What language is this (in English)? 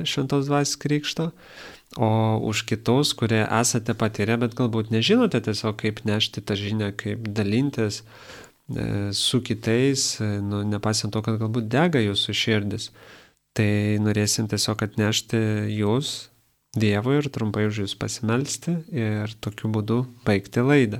Lithuanian